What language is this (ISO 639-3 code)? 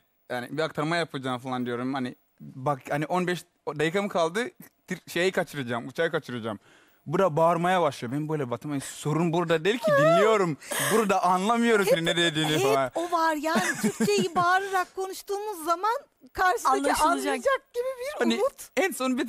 tur